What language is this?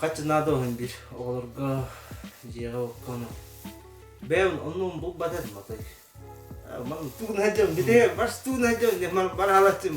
Yakut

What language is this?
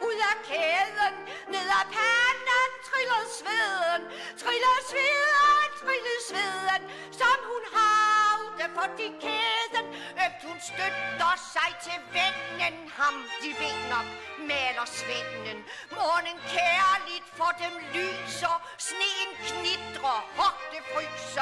Danish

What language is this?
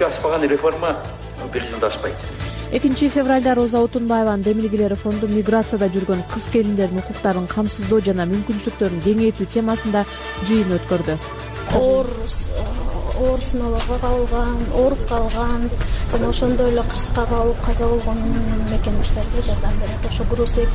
Kyrgyz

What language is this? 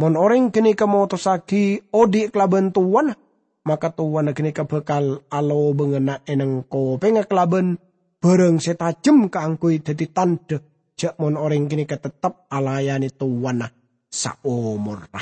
Madurese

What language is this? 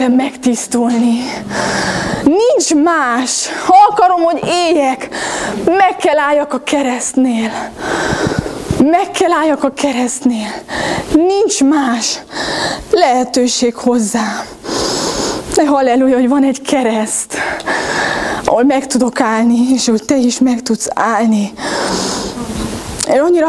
Hungarian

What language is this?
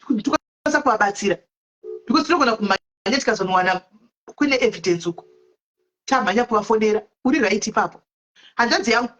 Shona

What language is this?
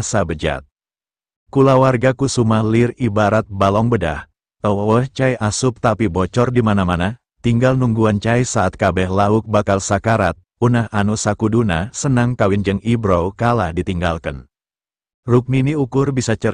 Sundanese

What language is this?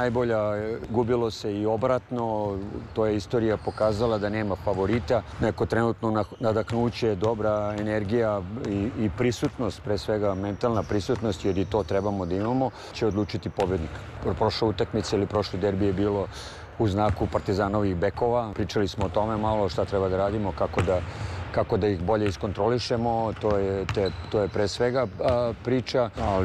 Serbian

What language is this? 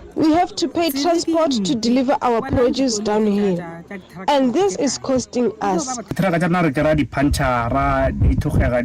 Venda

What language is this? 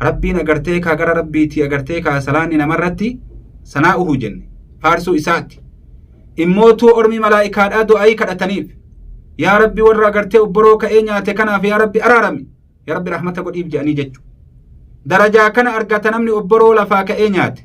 Oromo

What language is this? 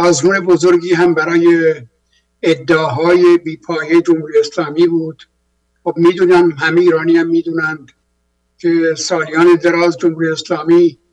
Persian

